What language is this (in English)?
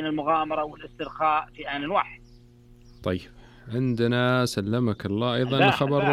Najdi Arabic